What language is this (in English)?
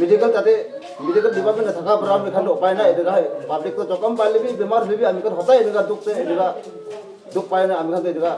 Naga Pidgin